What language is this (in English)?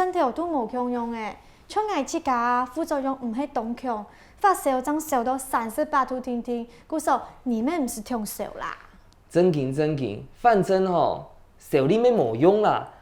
Hakka Chinese